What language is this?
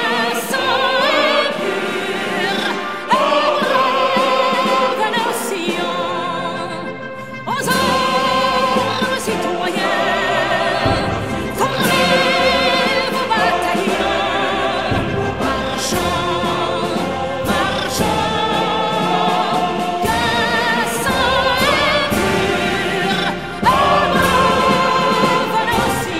French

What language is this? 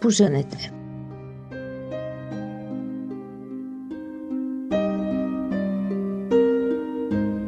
Bulgarian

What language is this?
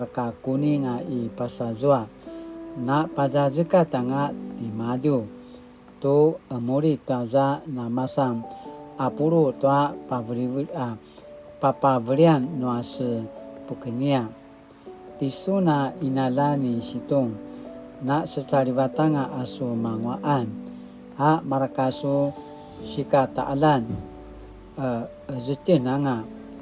Paiwan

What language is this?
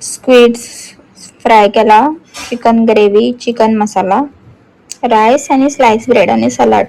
Konkani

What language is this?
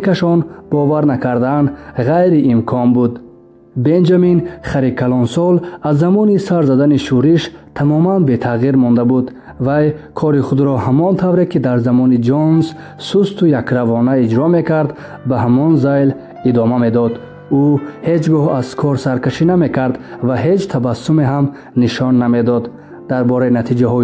Tajik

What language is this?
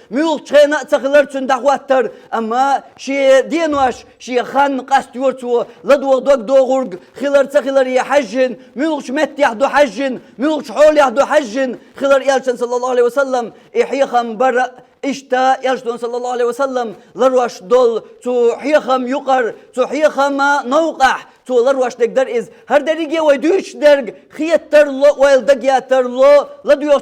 Chechen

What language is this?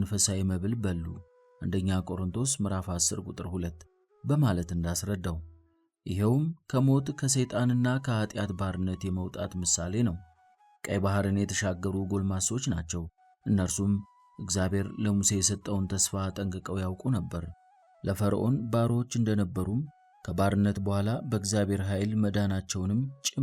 Amharic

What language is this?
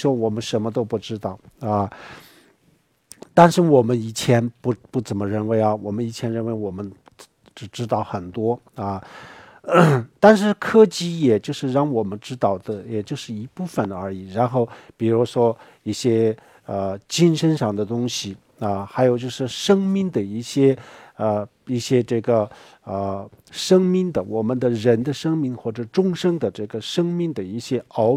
Chinese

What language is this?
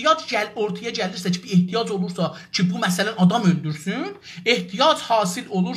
South Azerbaijani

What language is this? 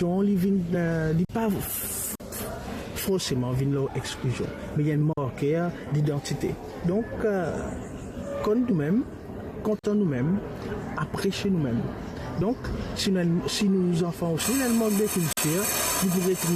Morisyen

